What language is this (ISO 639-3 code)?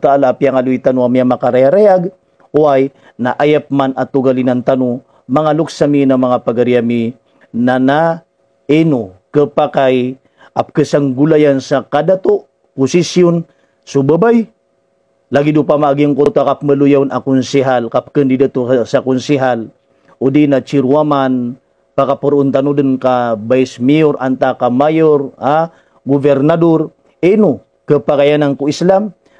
mrw